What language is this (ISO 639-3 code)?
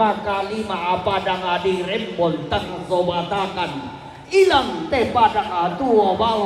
sda